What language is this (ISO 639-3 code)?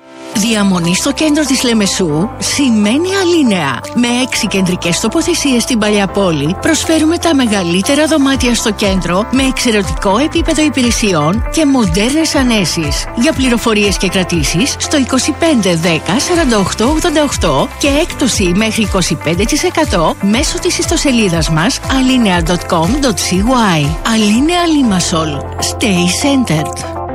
ell